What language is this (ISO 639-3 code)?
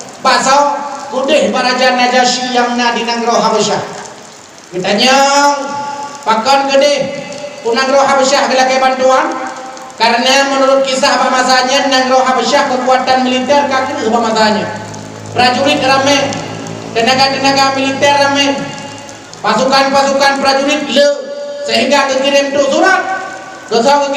ace